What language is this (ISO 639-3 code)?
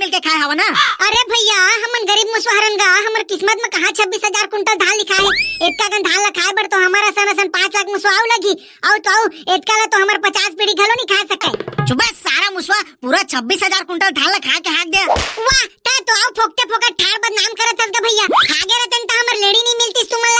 hne